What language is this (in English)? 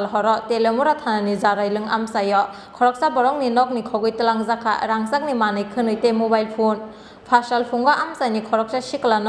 Kok Borok